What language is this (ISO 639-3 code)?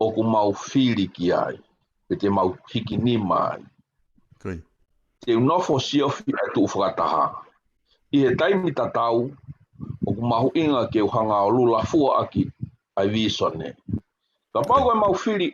ton